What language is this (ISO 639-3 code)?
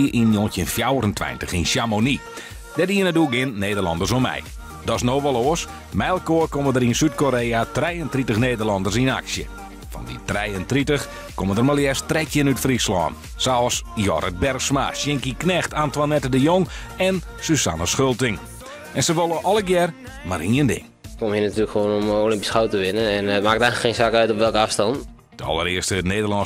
fry